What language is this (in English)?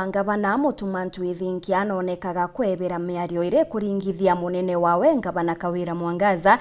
Meru